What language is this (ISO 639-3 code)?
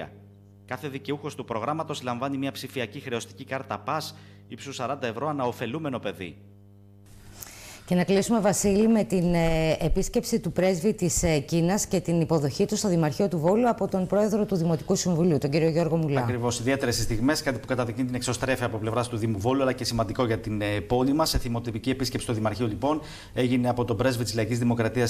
ell